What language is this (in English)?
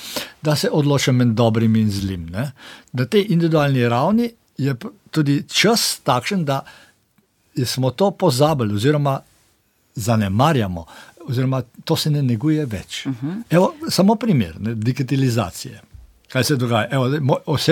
Slovenian